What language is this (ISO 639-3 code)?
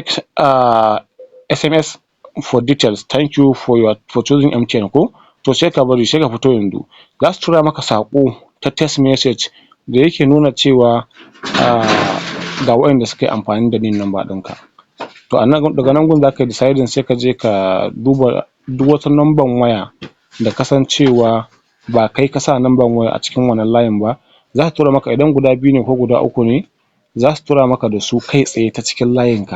hau